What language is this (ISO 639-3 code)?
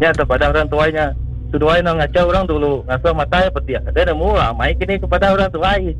iba